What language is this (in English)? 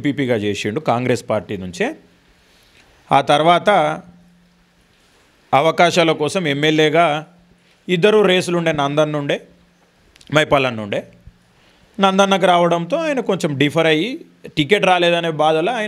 Telugu